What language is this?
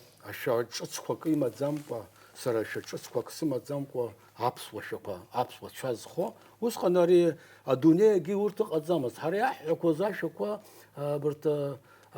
Abkhazian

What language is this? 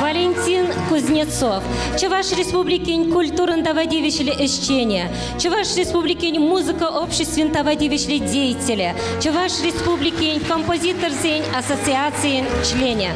Chuvash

